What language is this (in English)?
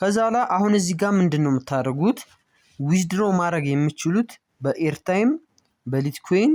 Amharic